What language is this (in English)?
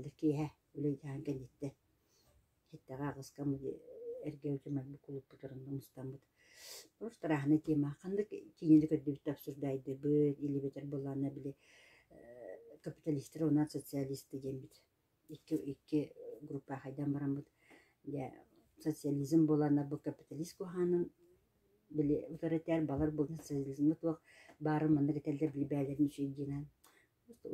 Yakut